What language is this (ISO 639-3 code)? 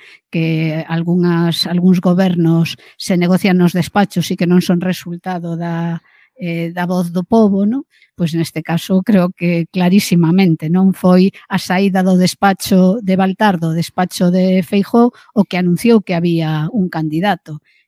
glg